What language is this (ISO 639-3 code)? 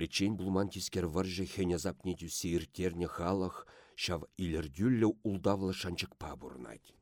chv